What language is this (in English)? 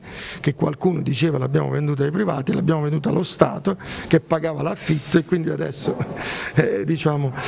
Italian